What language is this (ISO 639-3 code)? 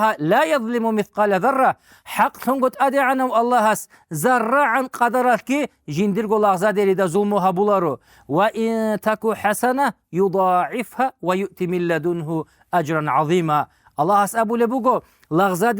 ava